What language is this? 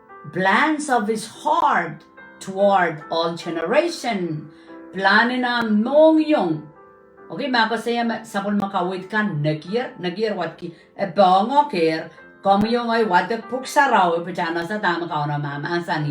Pohnpeian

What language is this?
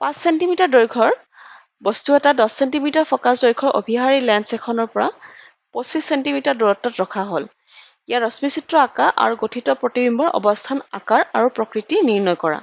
Assamese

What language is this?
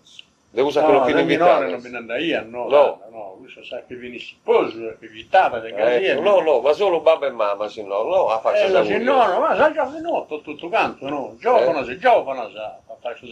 Sardinian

